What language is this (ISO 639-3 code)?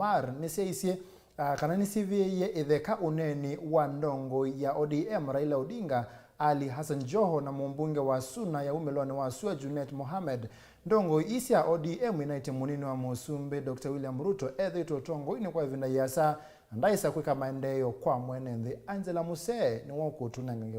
kam